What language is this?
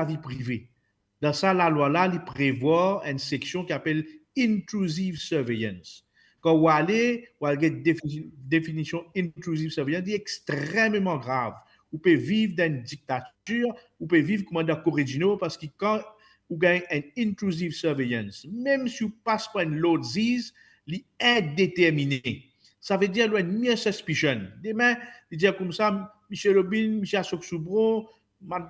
Morisyen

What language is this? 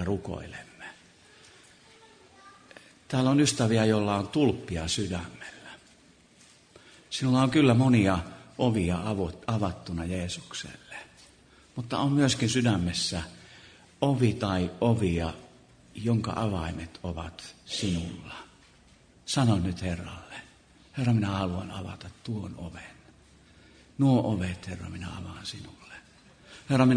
Finnish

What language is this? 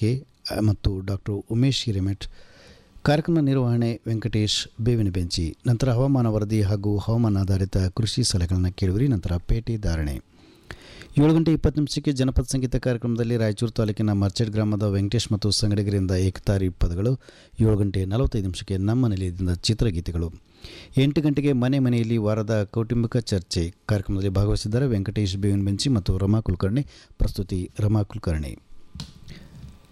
Kannada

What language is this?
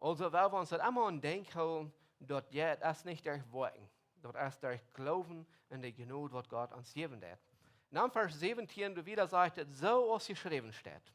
Plautdietsch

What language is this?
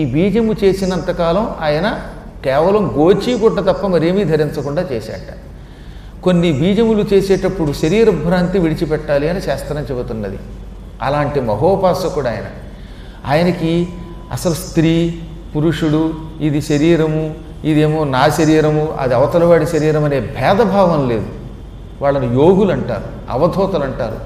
Telugu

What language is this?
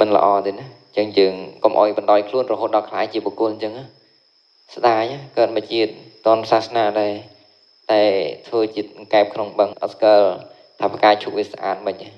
Khmer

